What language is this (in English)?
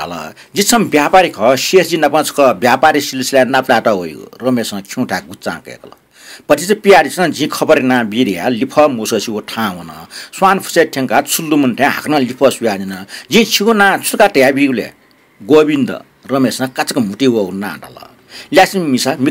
Newari